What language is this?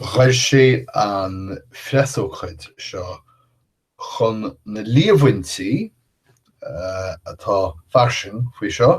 Irish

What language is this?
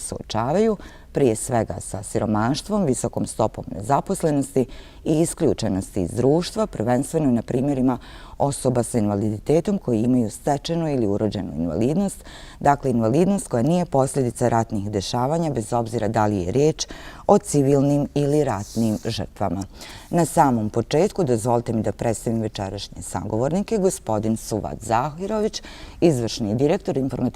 Bosnian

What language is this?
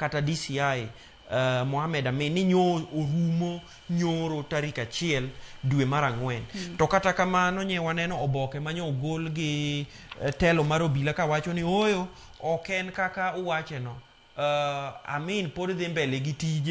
Luo (Kenya and Tanzania)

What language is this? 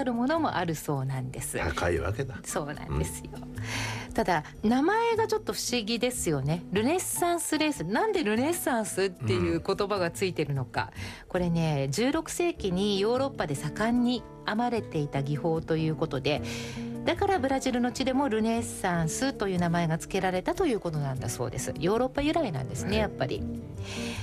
Japanese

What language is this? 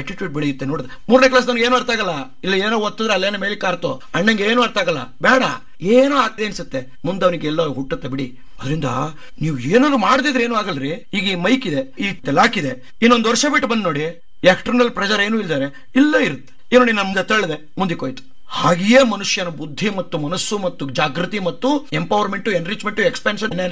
Kannada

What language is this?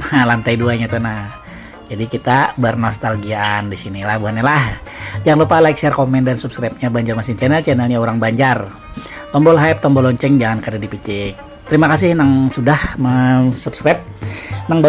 Banjar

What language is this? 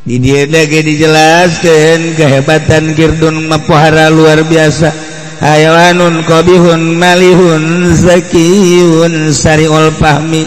Sundanese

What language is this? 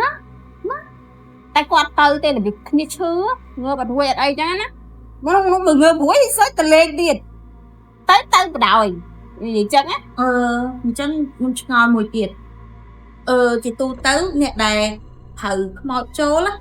Khmer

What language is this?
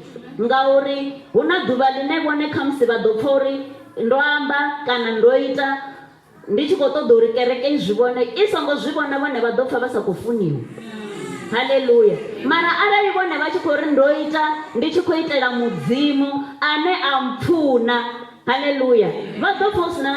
Venda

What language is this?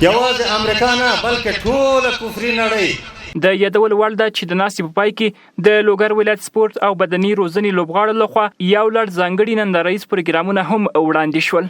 Pashto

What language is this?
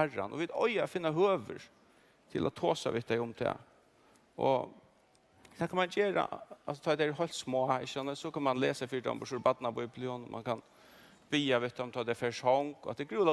Faroese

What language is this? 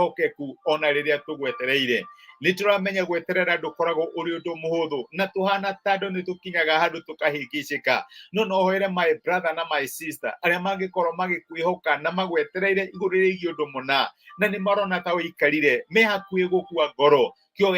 Kikuyu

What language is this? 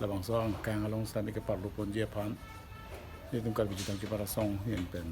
Karbi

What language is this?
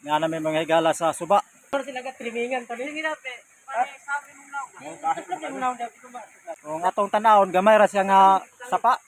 Cebuano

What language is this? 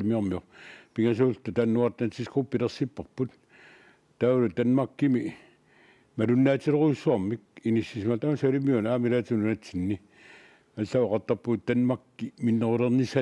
Kalaallisut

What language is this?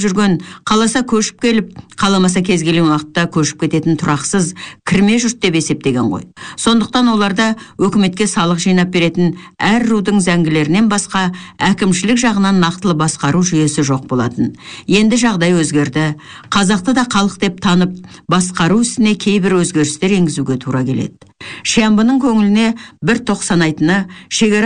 Kazakh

